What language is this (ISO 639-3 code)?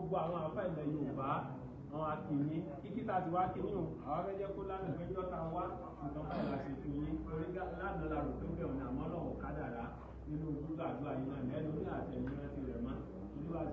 yor